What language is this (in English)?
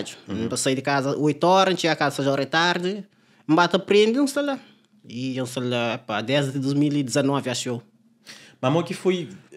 Kabuverdianu